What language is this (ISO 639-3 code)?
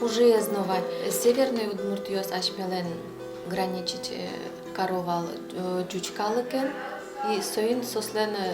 udm